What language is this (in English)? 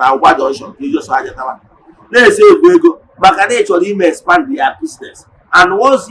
Igbo